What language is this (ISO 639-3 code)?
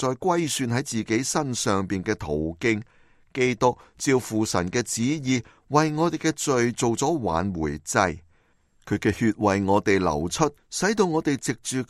yue